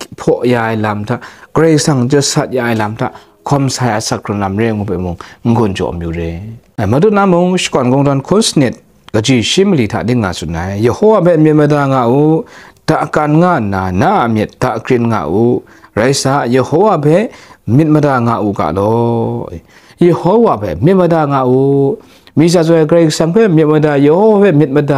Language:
Kachin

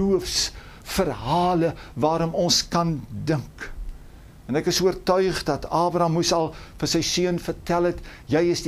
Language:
Afrikaans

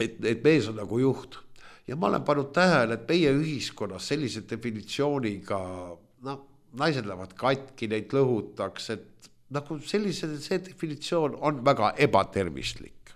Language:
Estonian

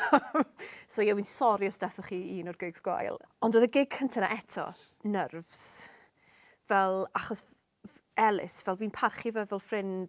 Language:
Welsh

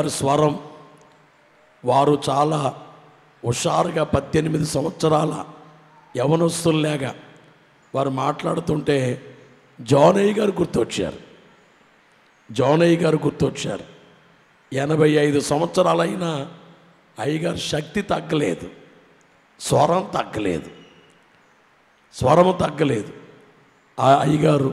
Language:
Telugu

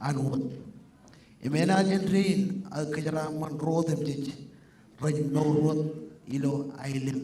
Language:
Marshallese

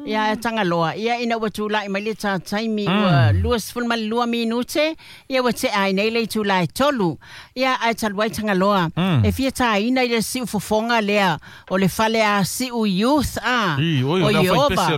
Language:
Samoan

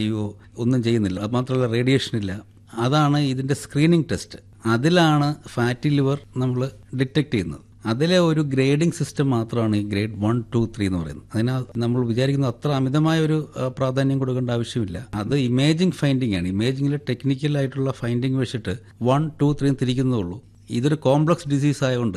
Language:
Malayalam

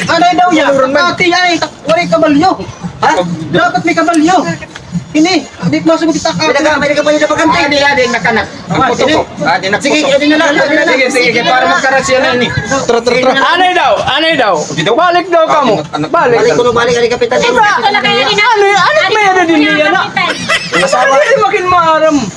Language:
Waray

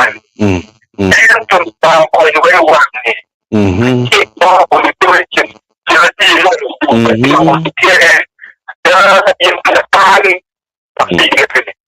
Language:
Acoli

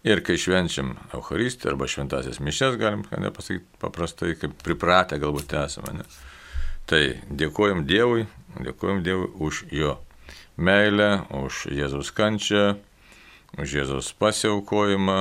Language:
Lithuanian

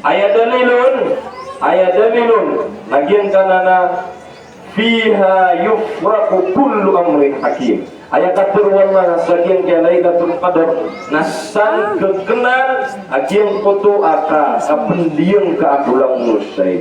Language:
Maranao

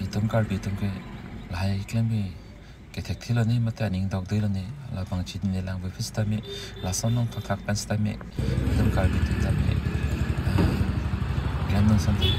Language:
Karbi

